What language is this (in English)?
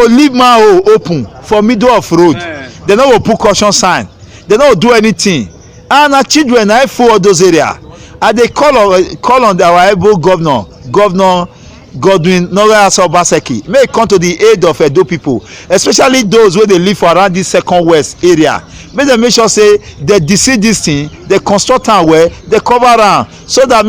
Nigerian Pidgin